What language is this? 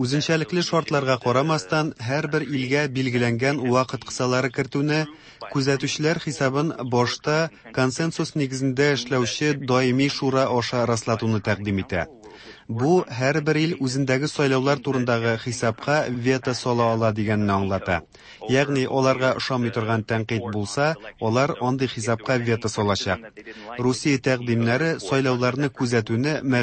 Tatar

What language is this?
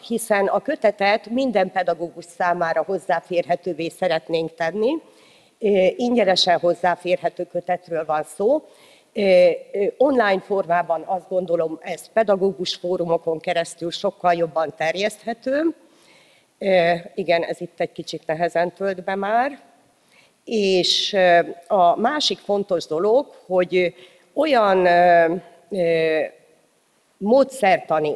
Hungarian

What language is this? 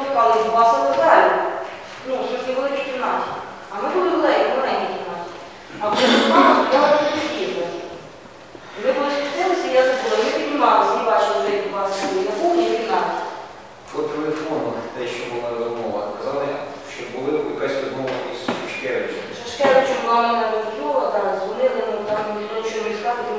Ukrainian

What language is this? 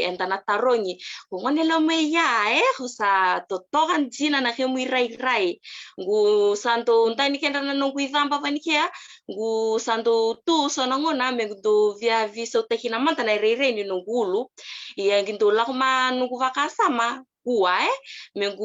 Fijian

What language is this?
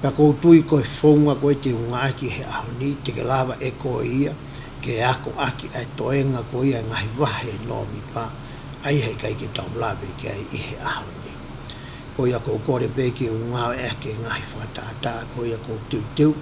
Tongan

